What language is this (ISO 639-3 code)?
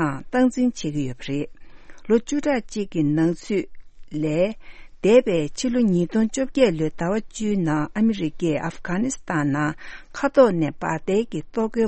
bod